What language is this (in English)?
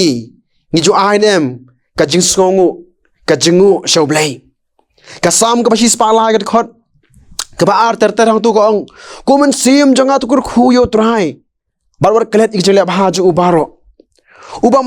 Khasi